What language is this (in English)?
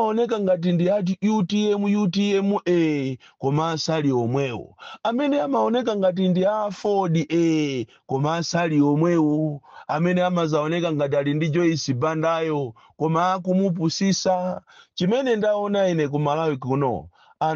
Nyanja